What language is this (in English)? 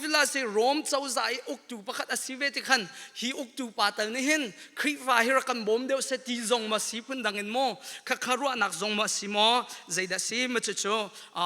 Hakha Chin